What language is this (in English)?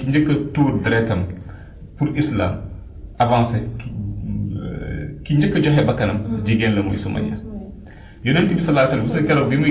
Wolof